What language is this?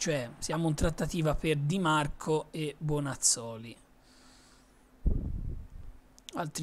Italian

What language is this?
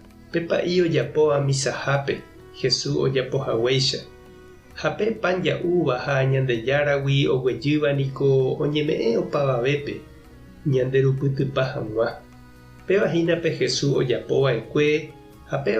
Guarani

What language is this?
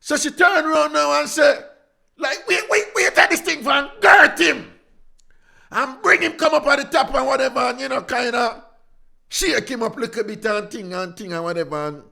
Jamaican Creole English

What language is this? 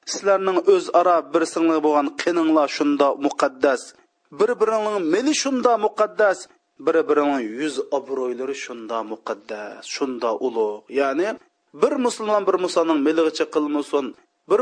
Uyghur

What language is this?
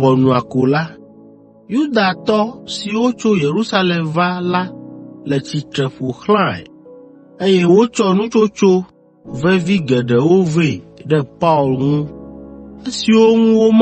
Ewe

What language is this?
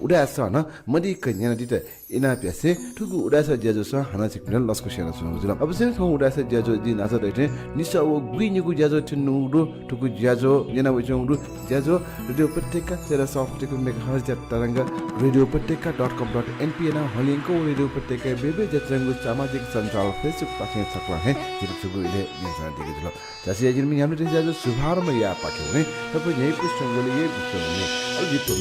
Newari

